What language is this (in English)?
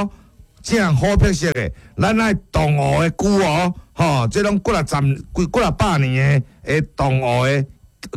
Min Nan Chinese